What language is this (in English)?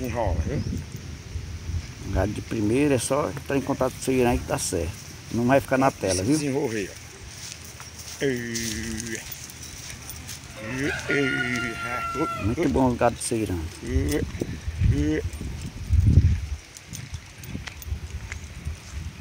Portuguese